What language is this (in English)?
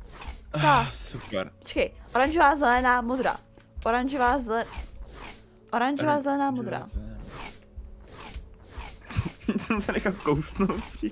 Czech